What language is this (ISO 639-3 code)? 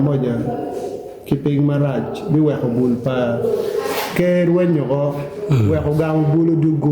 ach